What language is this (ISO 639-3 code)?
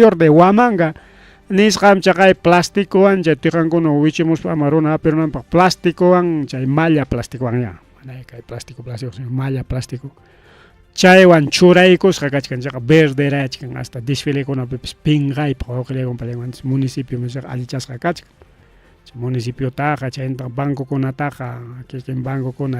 quy